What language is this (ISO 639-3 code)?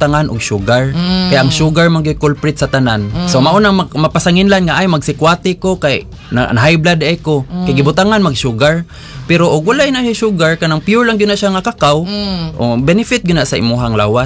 ceb